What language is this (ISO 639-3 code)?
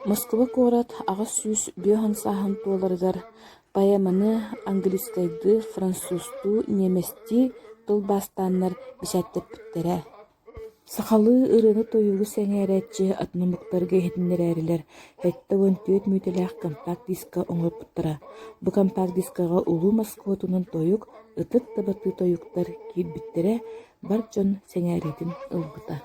sah